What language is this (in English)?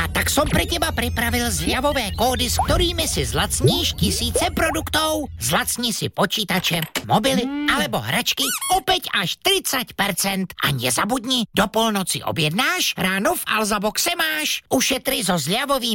Slovak